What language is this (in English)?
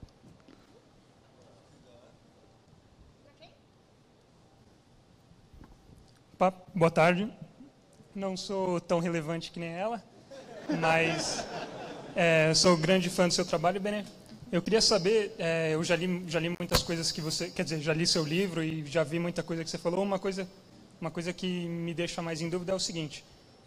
Portuguese